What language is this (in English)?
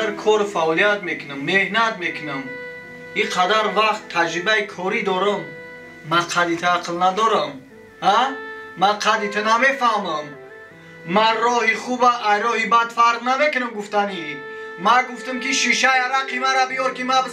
Tajik